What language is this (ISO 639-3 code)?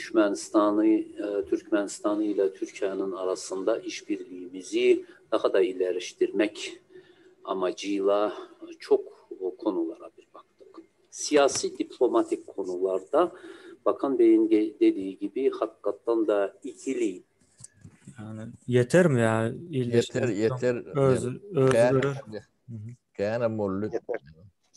tuk